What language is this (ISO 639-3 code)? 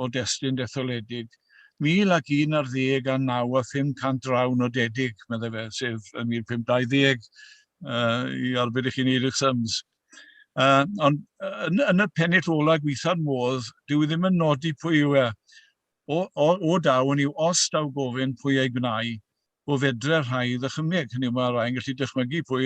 cym